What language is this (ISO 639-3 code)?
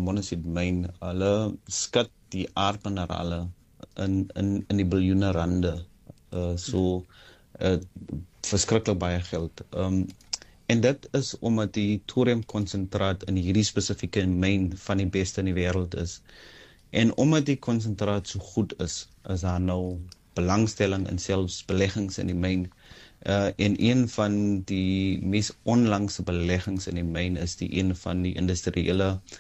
afr